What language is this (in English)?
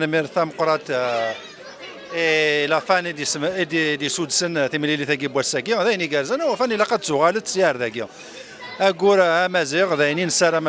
Kabyle